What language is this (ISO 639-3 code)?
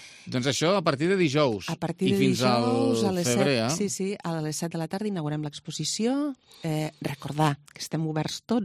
cat